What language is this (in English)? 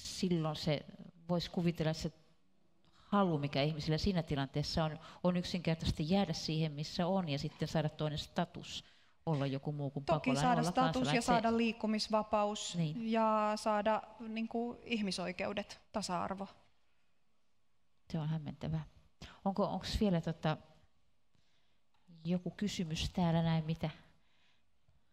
Finnish